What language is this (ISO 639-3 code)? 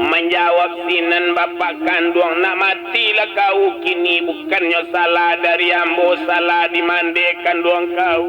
min